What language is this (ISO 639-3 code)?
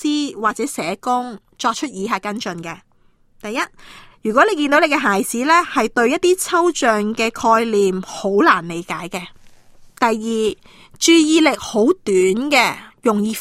yue